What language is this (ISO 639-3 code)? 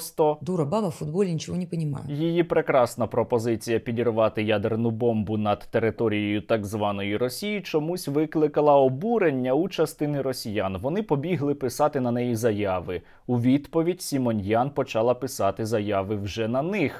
ukr